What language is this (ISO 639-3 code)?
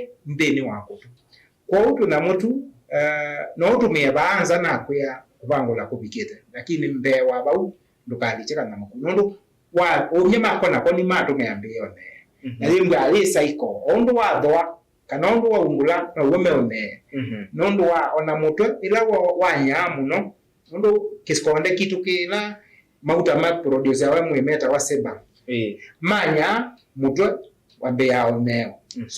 kam